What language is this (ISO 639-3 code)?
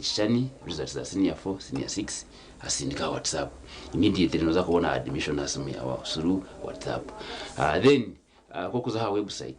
nyn